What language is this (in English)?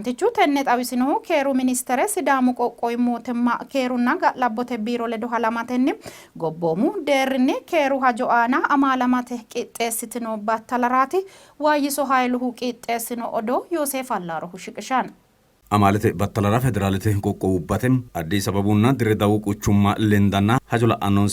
Sidamo